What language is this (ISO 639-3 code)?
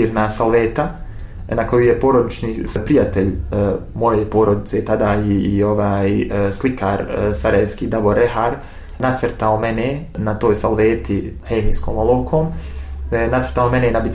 bos